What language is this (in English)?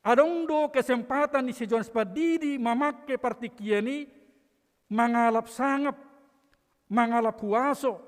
Batak Toba